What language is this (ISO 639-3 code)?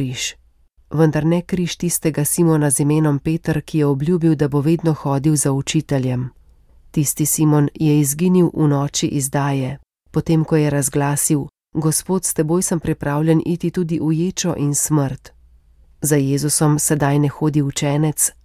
slv